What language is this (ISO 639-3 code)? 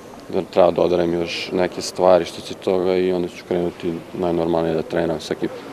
srp